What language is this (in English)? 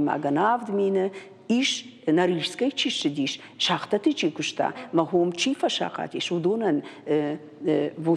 Ossetic